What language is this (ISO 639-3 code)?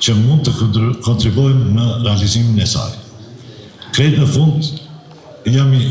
sqi